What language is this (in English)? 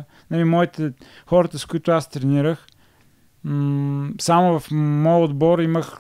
Bulgarian